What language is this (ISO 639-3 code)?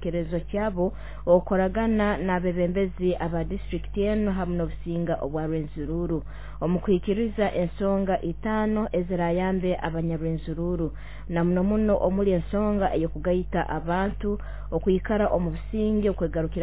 nyo